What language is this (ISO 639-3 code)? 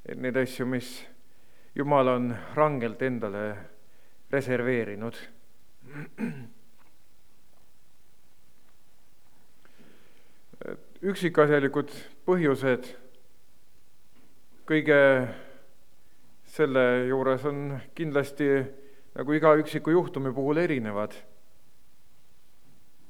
est